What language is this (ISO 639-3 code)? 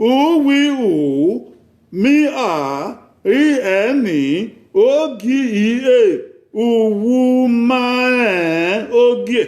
bin